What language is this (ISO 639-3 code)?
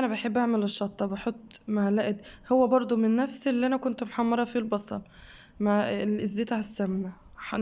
arz